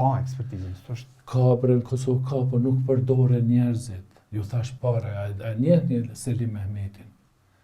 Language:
Albanian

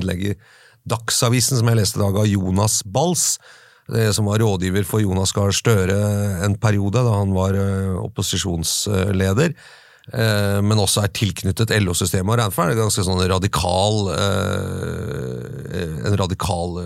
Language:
Norwegian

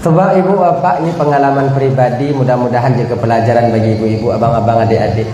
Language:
Achinese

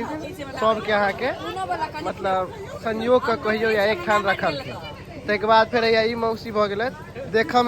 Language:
Maithili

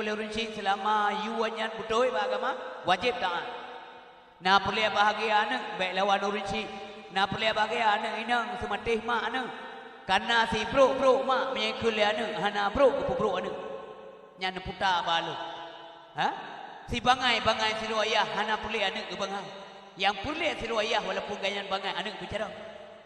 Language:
Achinese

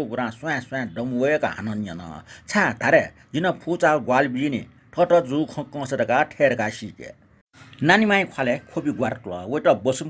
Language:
Newari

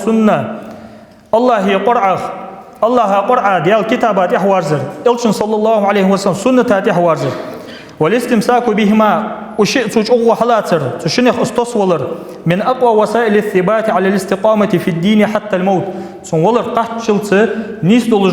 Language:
Ingush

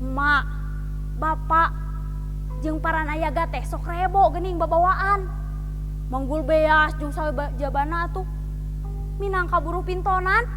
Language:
Sundanese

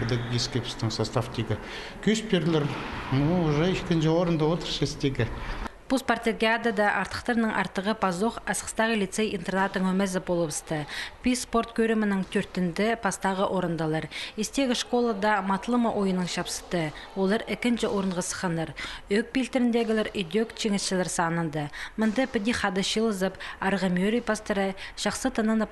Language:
Khakas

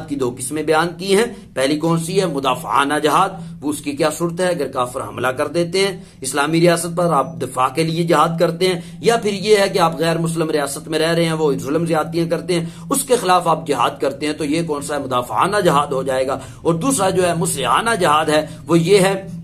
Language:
Urdu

